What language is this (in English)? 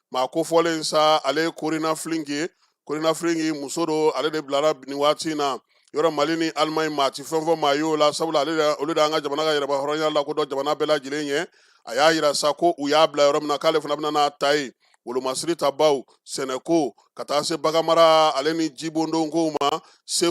Bambara